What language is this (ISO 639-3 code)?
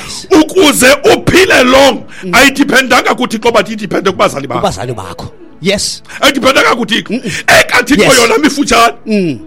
xho